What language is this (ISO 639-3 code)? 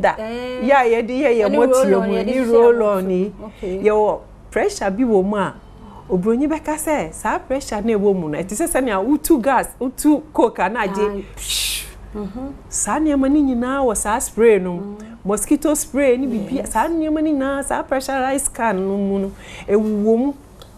aka